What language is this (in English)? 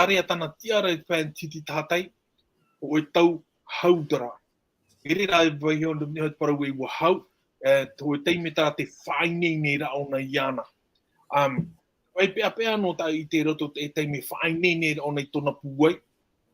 Tahitian